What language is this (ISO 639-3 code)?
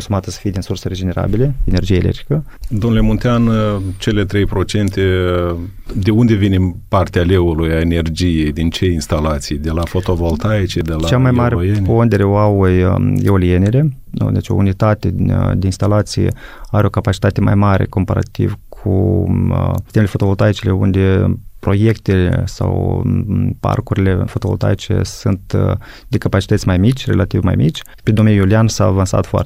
ron